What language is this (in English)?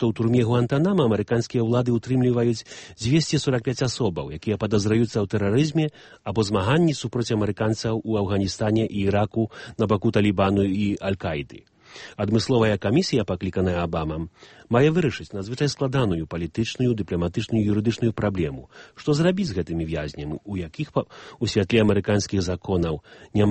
Belarusian